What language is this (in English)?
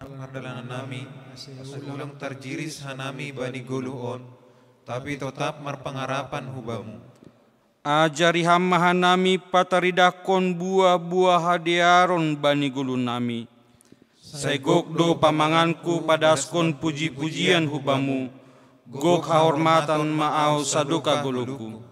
Batak Simalungun